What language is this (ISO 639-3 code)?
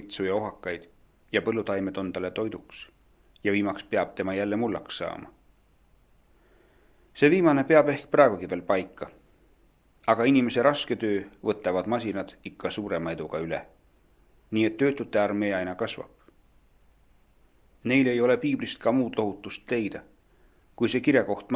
est